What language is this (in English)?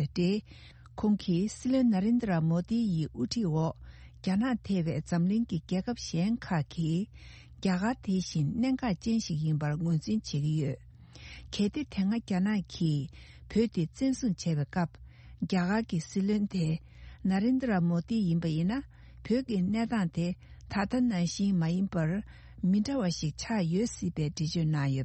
Tibetan